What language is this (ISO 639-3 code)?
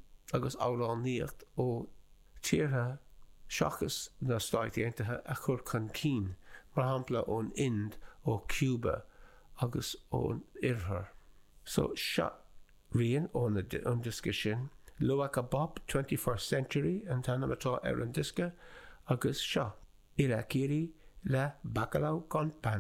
gle